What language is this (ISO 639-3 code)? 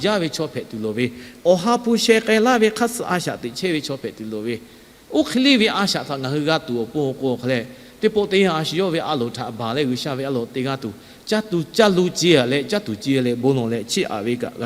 lhu